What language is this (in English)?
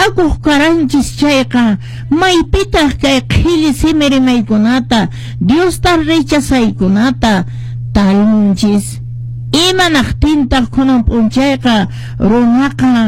Quechua